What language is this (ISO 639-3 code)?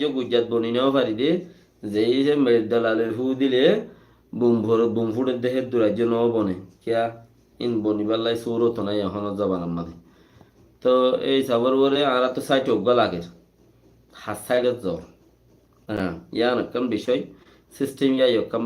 rhg